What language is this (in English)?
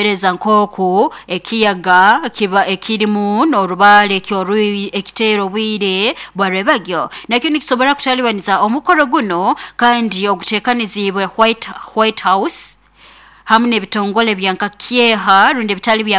Nyoro